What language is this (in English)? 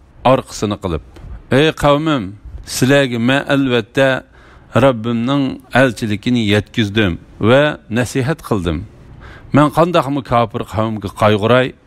Uyghur